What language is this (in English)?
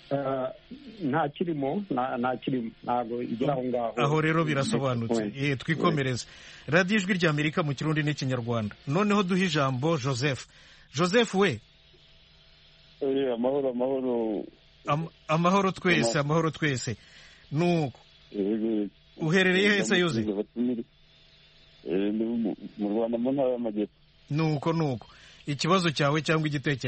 Kinyarwanda